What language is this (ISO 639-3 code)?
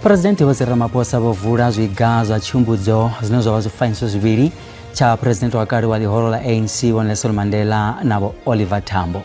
ven